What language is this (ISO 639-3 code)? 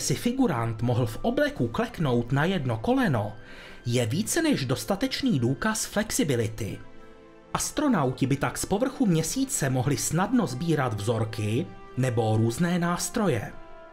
ces